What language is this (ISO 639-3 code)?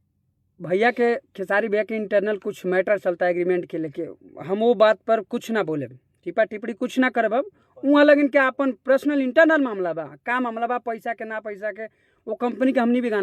bho